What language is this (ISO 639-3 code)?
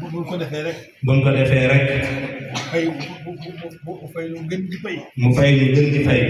wol